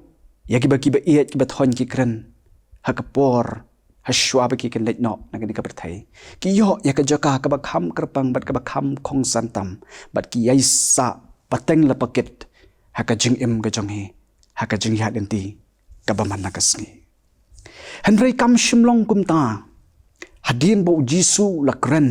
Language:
Khasi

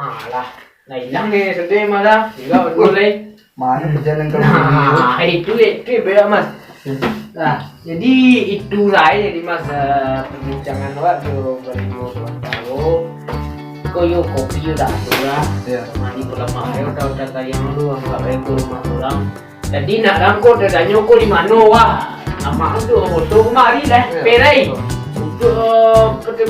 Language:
Minangkabau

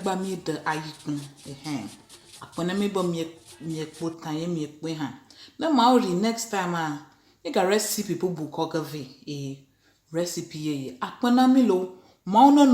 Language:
Ewe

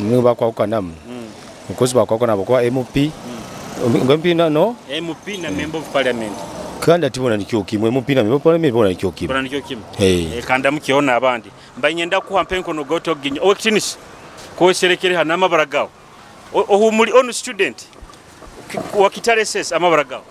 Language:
Nyoro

